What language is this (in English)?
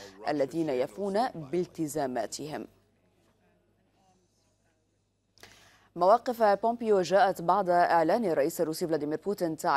Arabic